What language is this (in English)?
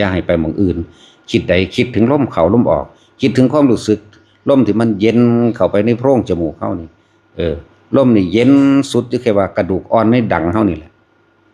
Northeastern Thai